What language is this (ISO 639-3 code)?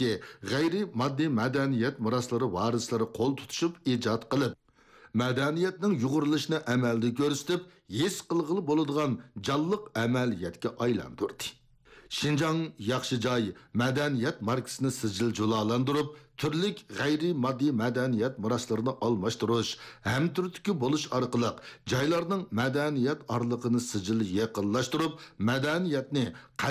uig